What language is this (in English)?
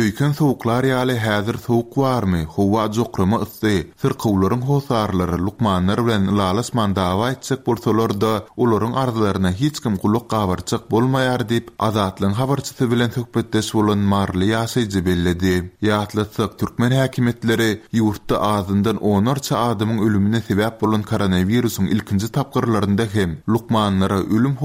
Turkmen